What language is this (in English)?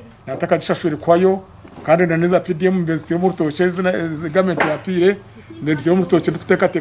Nyankole